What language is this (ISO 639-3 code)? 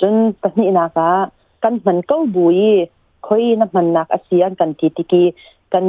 cnh